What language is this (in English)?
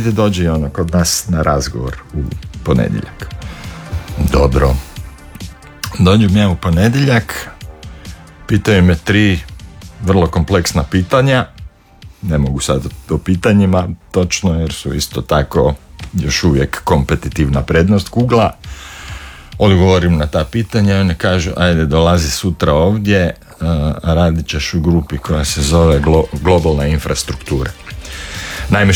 Croatian